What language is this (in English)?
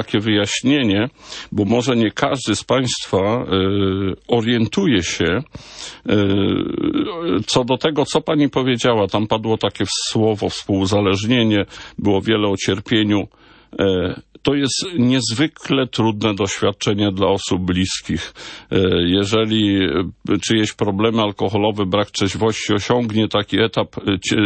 Polish